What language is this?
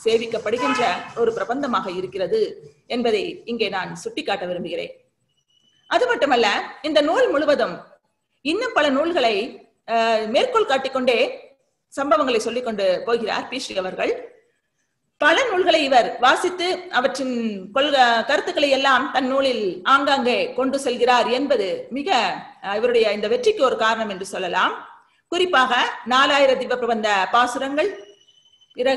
Tamil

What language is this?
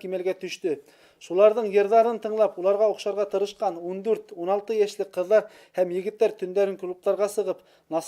Bashkir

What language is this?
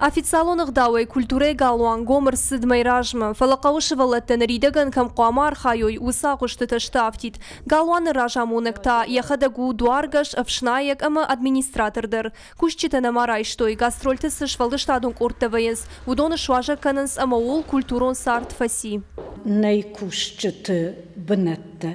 Ossetic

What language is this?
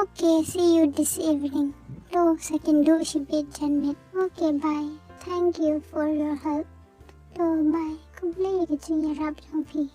Khasi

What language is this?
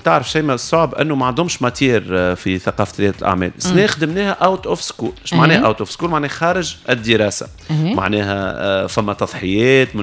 Tunisian Arabic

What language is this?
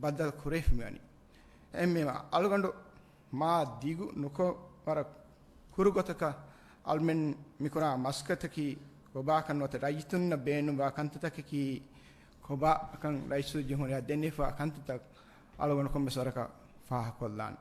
Divehi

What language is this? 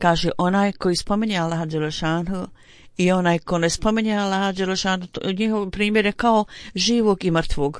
Bosnian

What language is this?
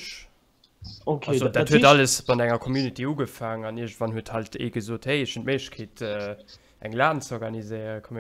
Luxembourgish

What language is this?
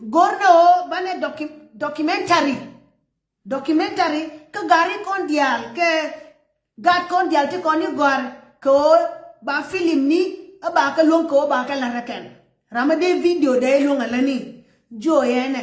Nuer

